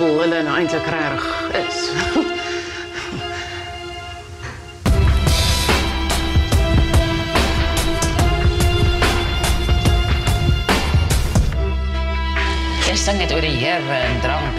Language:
Afrikaans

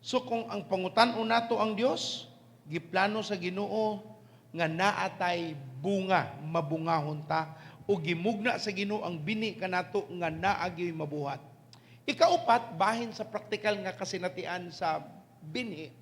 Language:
Cebuano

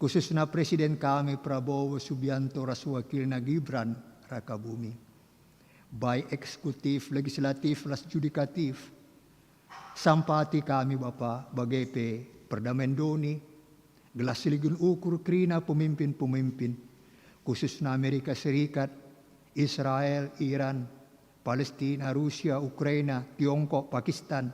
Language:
Batak Karo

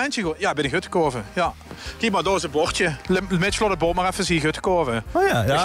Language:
Limburgish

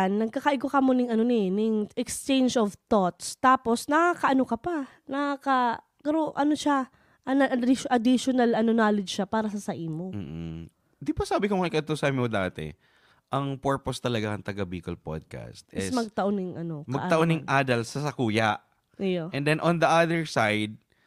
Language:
Bikol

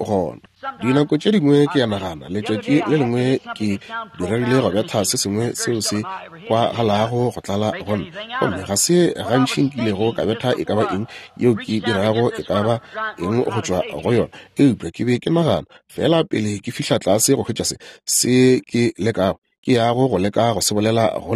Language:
Northern Sotho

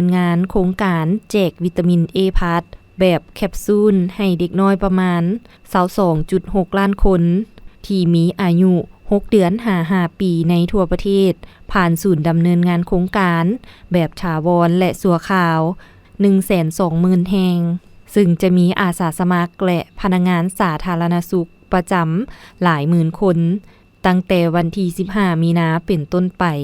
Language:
Lao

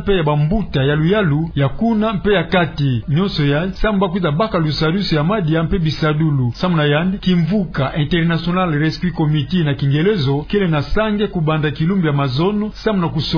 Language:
Kituba (Democratic Republic of Congo)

